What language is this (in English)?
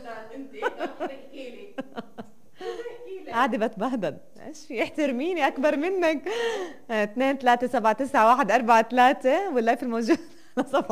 North Levantine Arabic